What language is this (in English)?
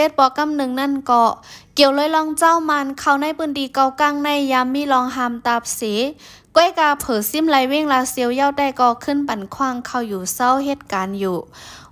Shan